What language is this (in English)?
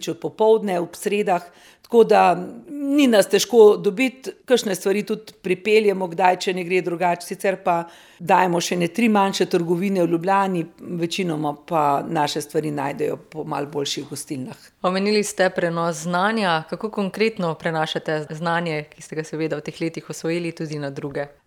Slovenian